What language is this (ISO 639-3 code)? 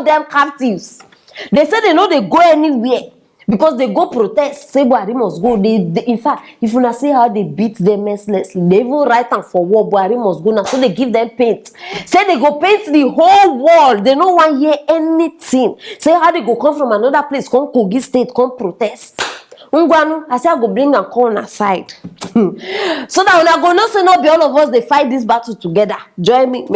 pcm